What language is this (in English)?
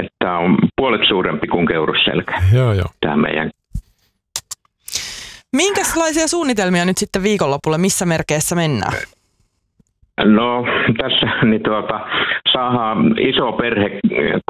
Finnish